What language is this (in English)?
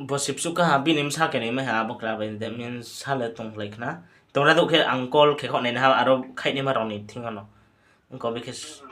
Riang (India)